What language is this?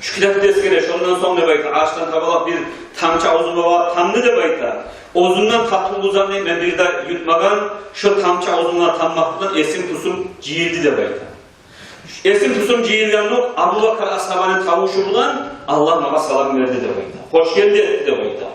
Kumyk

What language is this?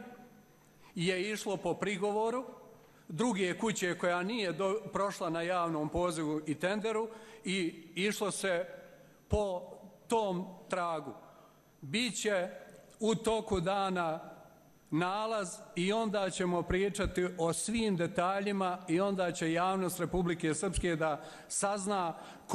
Croatian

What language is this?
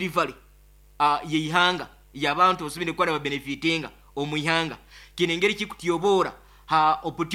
Nyoro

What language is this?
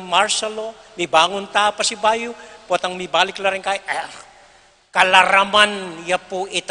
Pampanga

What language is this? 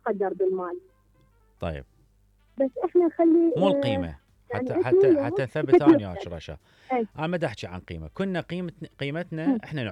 Mesopotamian Arabic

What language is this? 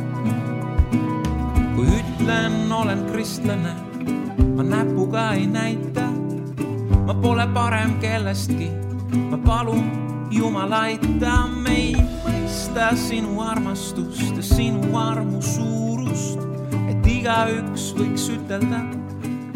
Estonian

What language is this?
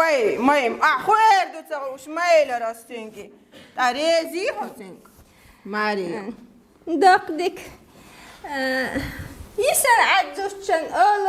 Chechen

